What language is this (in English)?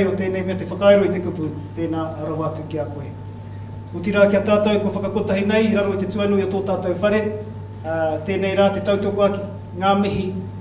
Māori